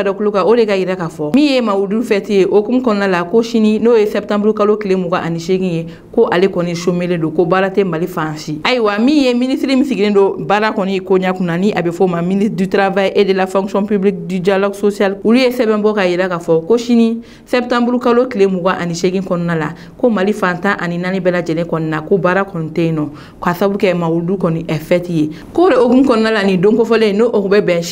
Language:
Bambara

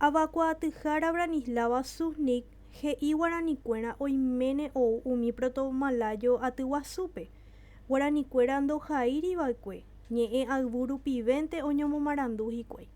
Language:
Guarani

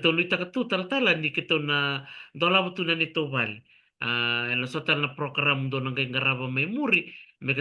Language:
Fijian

